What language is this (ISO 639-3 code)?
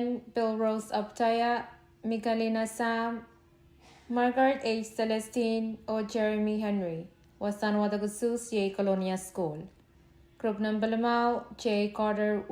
pon